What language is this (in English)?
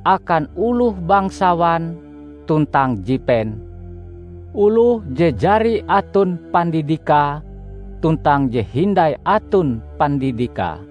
Ngaju